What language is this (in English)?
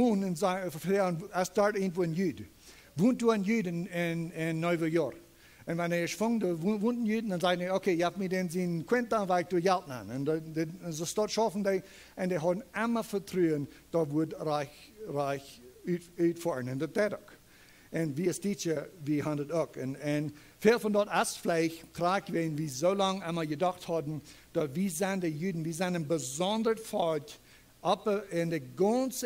Plautdietsch